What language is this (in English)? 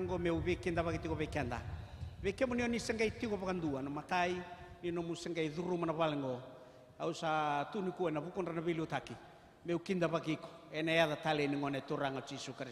Fijian